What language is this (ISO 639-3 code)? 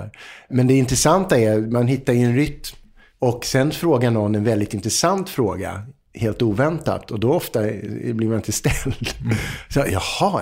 swe